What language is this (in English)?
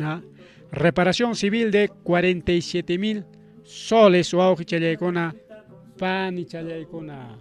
Ayacucho Quechua